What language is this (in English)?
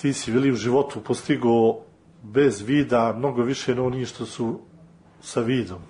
Serbian